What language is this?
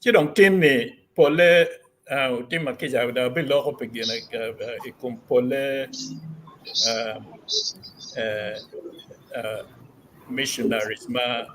Acoli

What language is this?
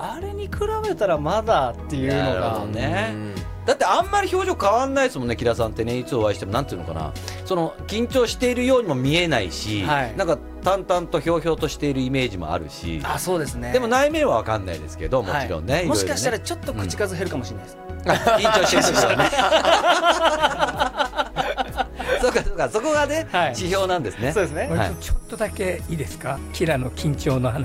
Japanese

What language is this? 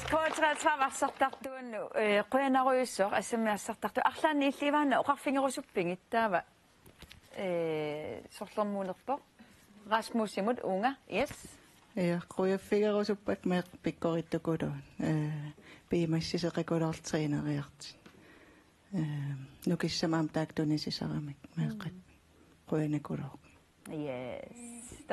Kalaallisut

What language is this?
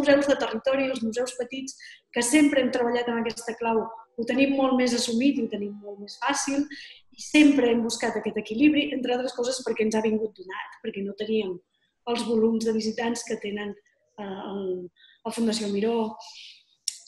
Catalan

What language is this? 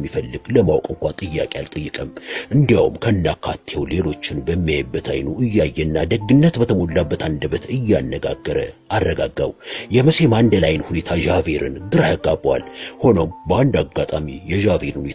Amharic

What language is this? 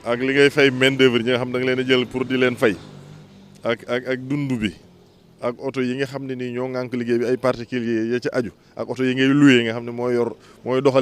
Wolof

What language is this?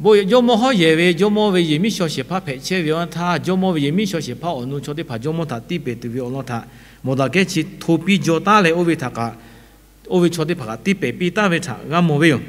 Lahu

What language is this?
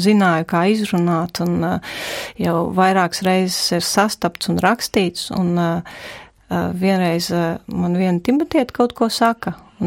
Latvian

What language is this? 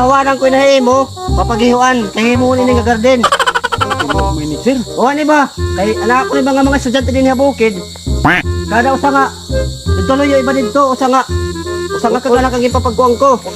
Waray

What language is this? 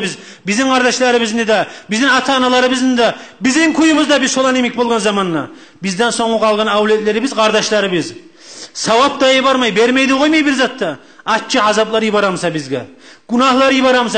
Kumyk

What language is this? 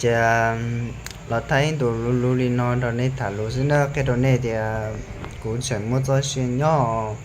Hmong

